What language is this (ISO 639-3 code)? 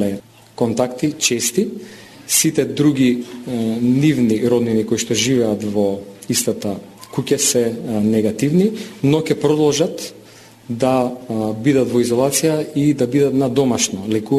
mkd